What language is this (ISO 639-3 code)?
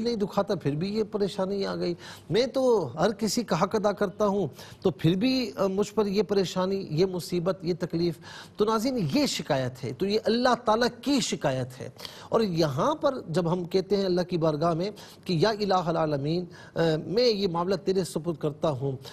urd